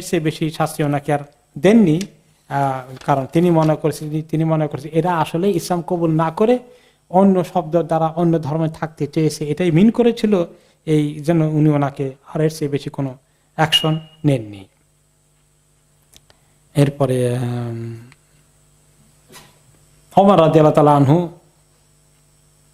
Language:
Bangla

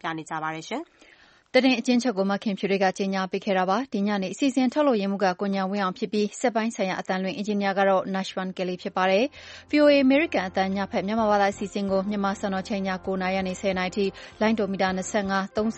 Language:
Burmese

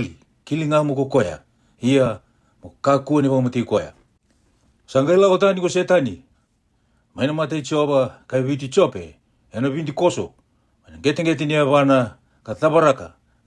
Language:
Fijian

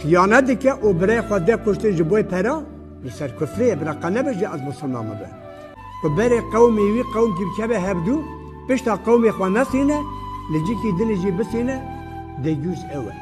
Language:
Kurdish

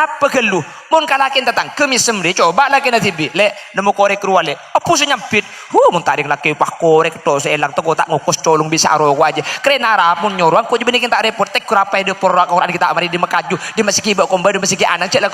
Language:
Madurese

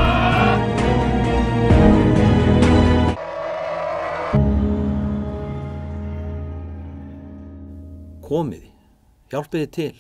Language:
Icelandic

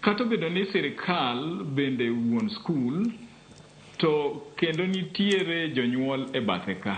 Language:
Luo (Kenya and Tanzania)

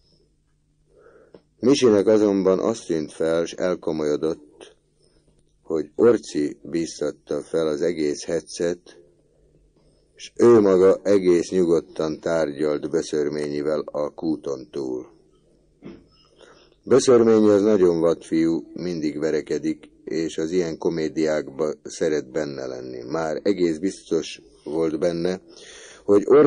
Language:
Hungarian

